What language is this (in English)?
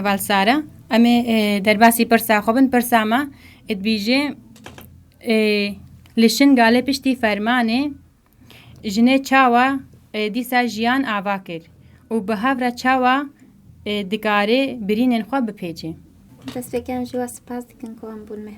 Kurdish